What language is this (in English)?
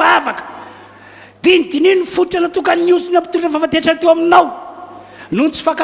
Malagasy